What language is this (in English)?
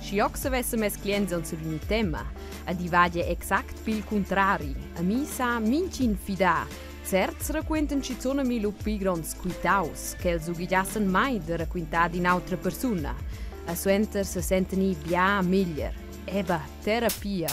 Romansh